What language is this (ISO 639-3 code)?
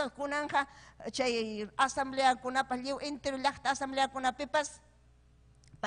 quy